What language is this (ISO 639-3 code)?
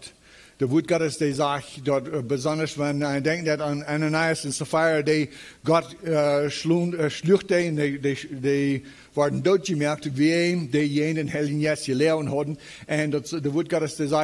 pdt